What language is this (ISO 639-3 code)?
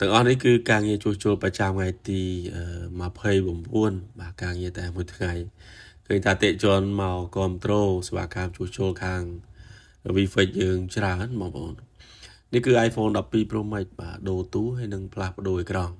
khm